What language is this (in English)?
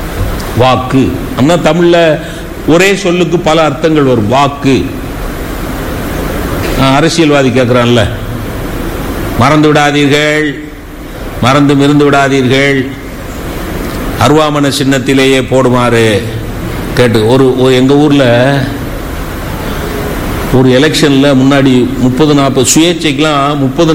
Tamil